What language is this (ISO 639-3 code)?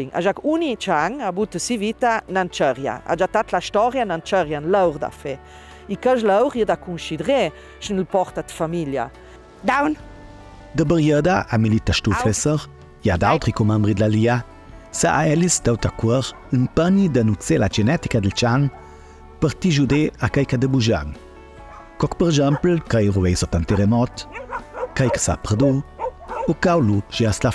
lld